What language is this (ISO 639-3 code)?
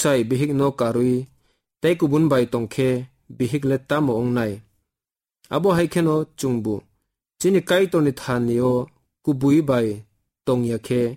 trp